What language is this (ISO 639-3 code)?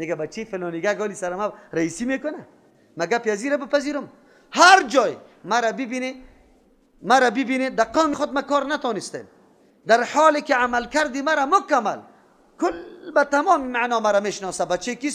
fas